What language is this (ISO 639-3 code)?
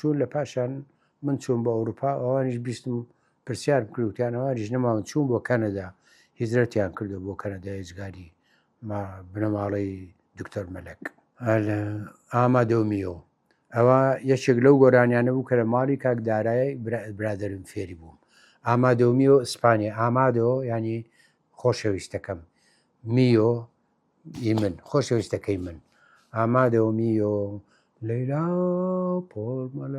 ckb